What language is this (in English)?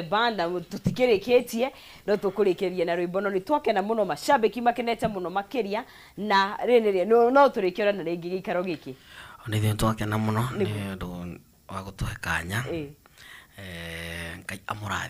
Kikuyu